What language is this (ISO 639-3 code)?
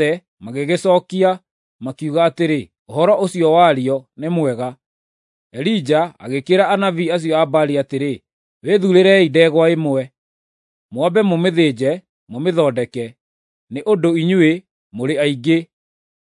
kik